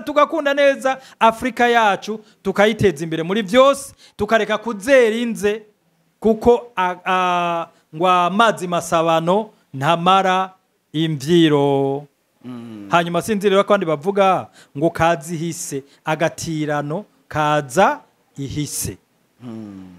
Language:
Rundi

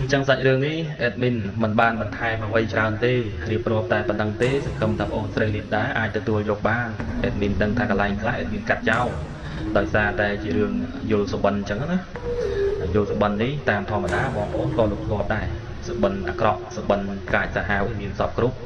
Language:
Khmer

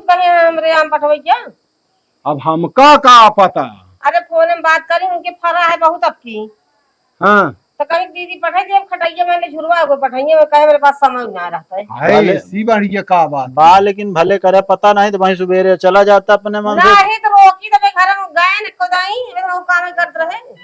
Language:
Awadhi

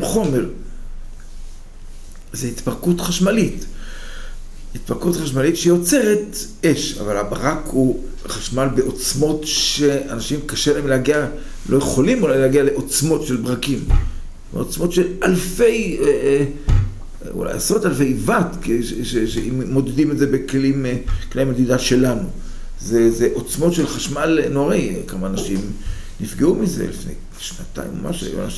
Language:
Hebrew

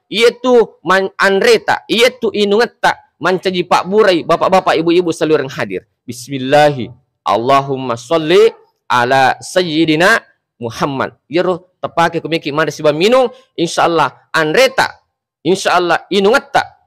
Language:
Buginese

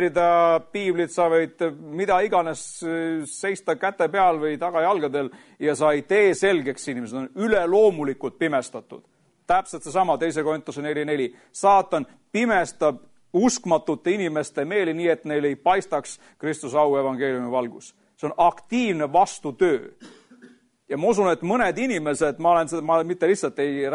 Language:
Estonian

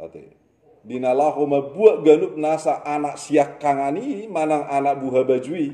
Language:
Batak Toba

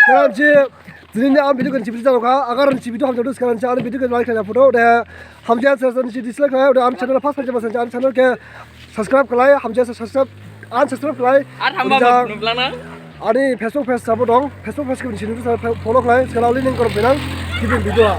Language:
Dimasa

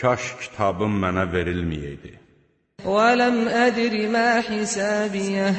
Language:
Azerbaijani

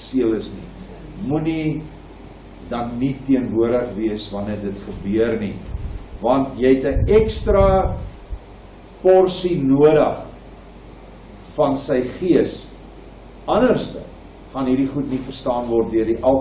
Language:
Afrikaans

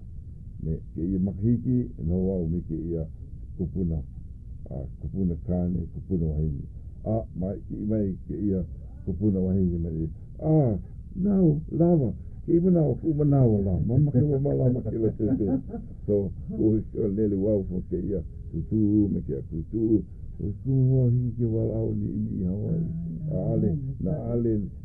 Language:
Hawaiian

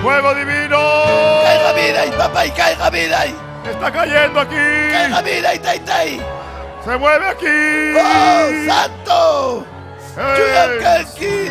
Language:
Ayacucho Quechua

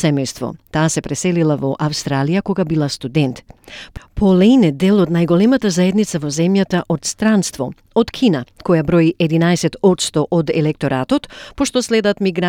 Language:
Macedonian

